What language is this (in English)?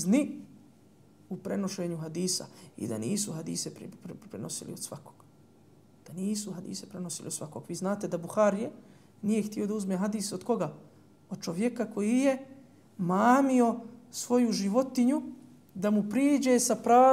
Bosnian